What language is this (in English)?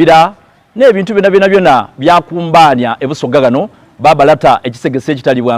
Soga